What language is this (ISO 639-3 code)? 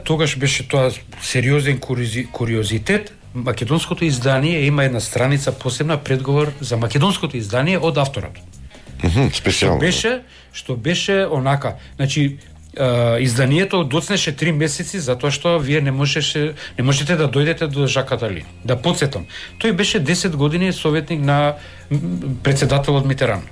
mkd